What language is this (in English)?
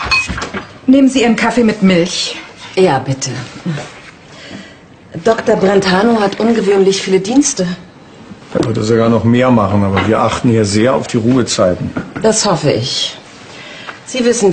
German